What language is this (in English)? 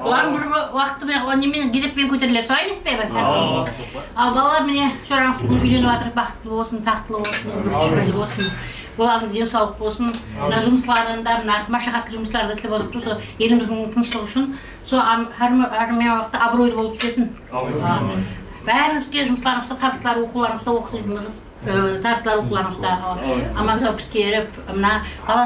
Kara-Kalpak